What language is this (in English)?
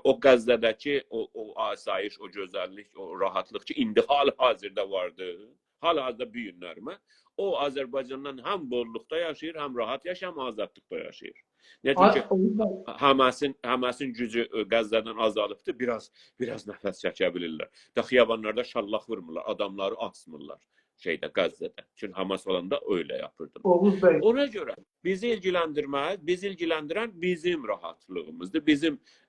South Azerbaijani